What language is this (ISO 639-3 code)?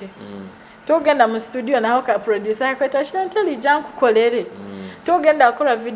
nyo